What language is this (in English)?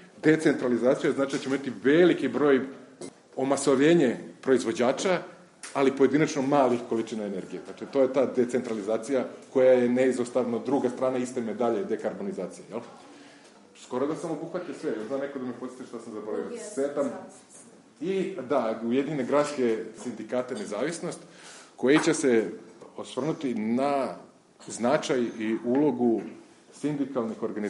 Serbian